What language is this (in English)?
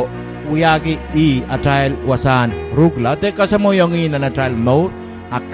Pohnpeian